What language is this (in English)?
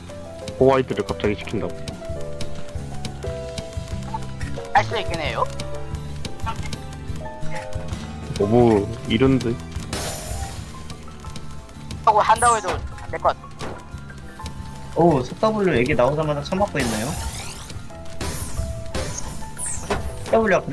Korean